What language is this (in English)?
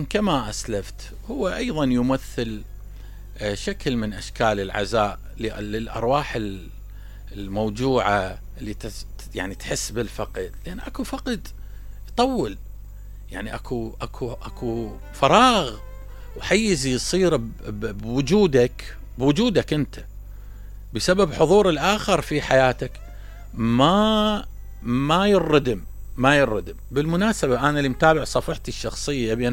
Mesopotamian Arabic